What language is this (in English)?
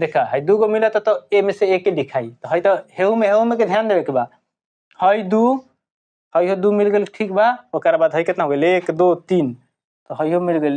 Bhojpuri